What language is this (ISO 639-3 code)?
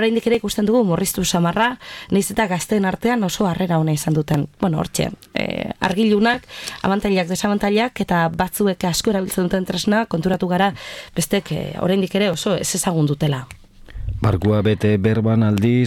eus